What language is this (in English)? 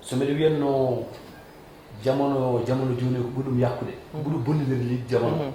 Fula